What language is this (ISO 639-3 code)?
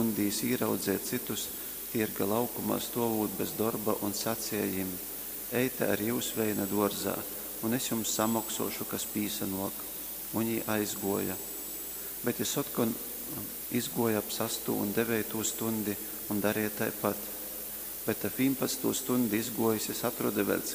ltg